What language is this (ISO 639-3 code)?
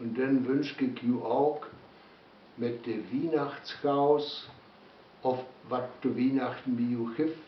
wep